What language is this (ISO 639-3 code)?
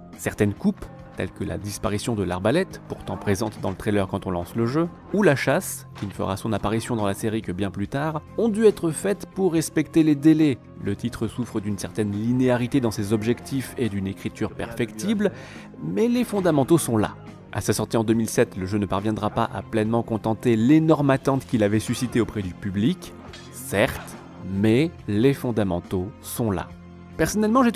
fra